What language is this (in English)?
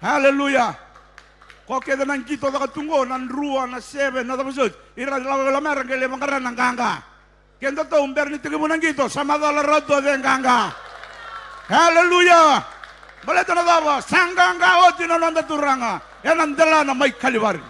Fijian